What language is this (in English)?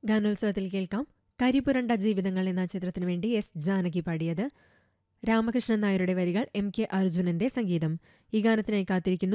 Malayalam